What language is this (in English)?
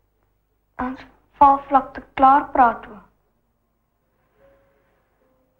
Afrikaans